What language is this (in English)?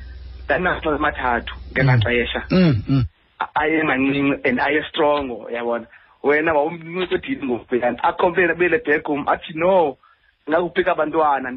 Xhosa